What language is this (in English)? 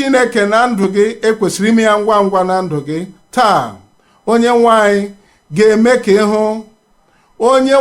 Igbo